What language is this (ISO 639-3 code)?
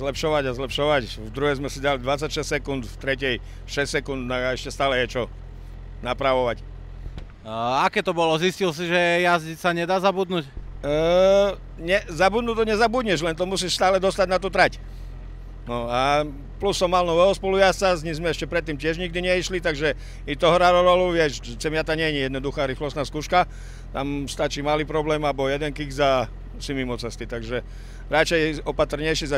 slk